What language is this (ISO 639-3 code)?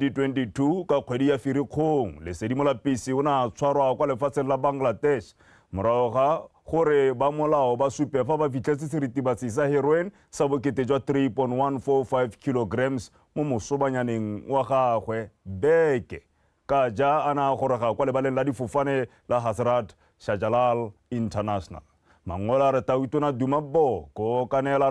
tsn